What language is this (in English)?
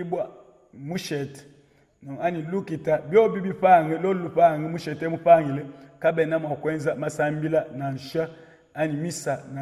Luba-Lulua